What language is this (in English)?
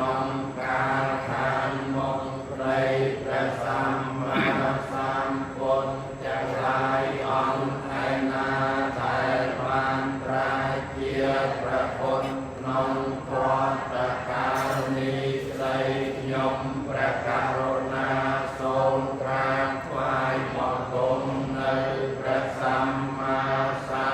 Khmer